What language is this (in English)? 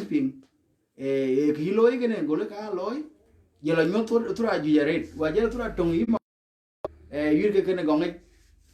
Dinka